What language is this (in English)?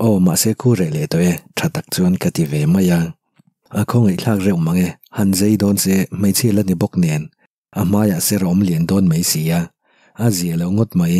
Mizo